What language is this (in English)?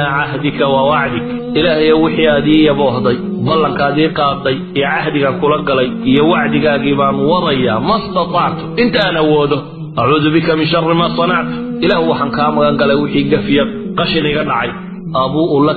Somali